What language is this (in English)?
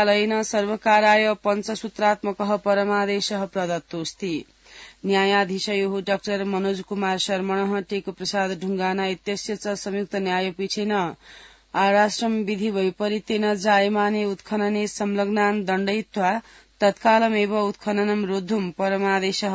Sanskrit